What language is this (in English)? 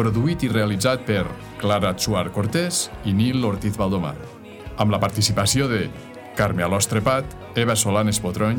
Catalan